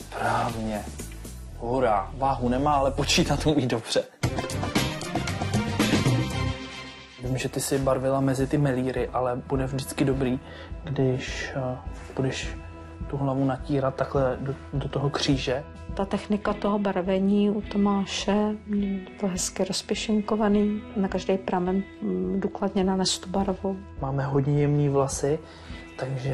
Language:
Czech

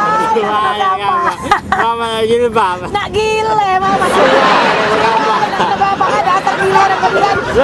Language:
Musi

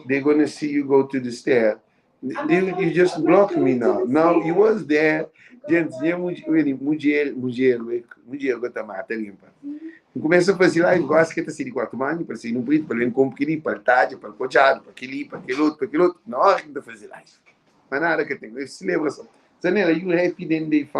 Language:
Kabuverdianu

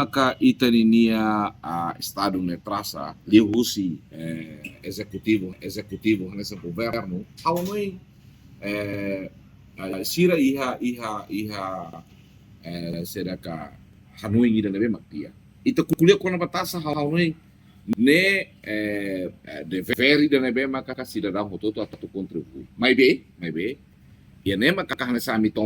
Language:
Tetum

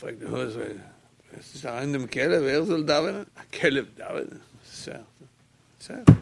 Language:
Yiddish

